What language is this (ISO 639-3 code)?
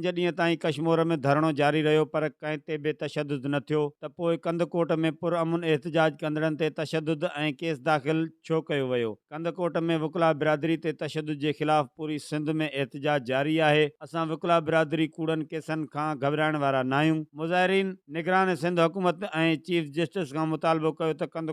snd